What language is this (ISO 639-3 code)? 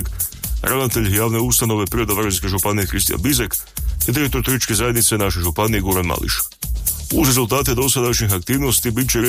hrv